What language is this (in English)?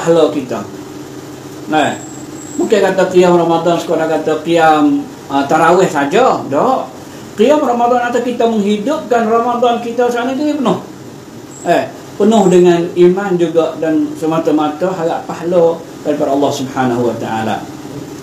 Malay